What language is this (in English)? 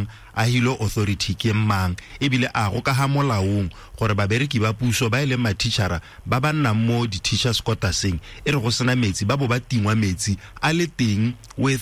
Tswana